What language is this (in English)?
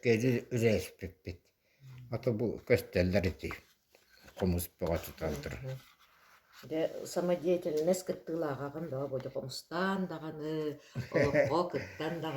Yakut